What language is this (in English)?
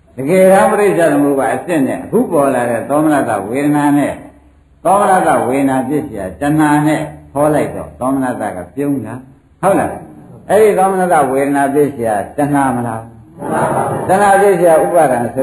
Burmese